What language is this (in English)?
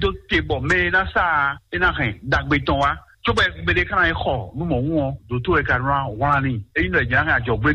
Fon